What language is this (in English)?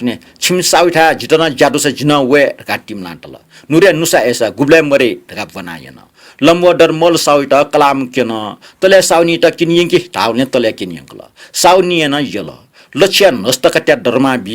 Newari